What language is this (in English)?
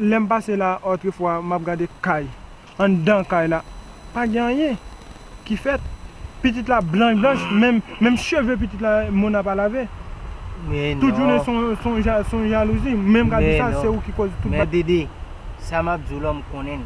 Haitian Creole